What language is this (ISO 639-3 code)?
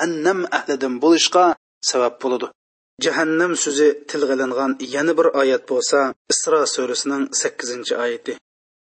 uig